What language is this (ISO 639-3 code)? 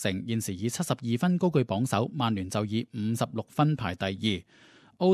yue